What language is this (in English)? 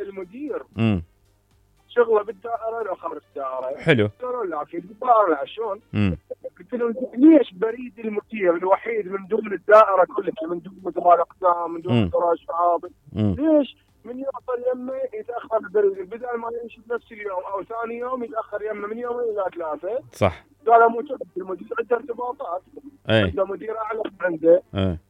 Mesopotamian Arabic